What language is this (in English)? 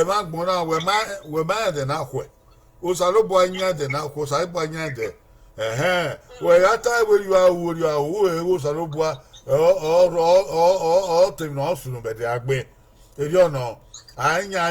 Bini